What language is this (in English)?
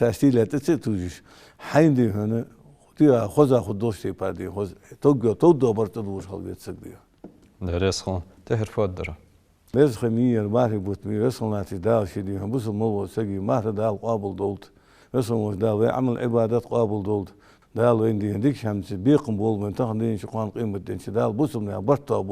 Ingush